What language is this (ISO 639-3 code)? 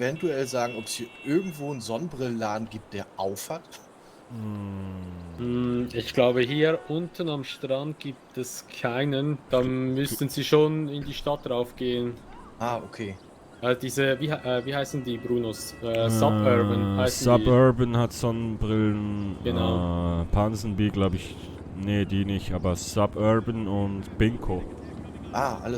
gsw